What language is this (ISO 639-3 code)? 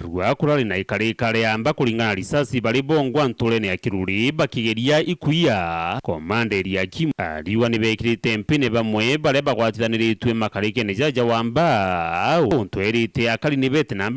mer